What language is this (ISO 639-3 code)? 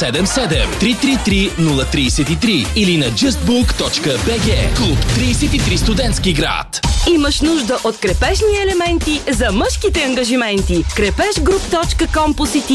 bul